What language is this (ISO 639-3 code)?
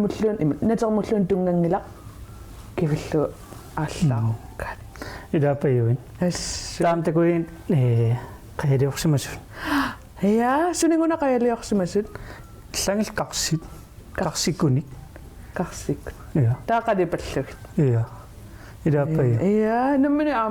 kal